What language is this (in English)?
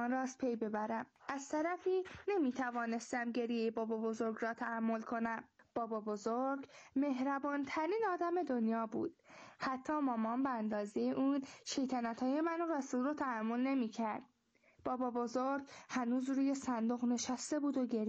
Persian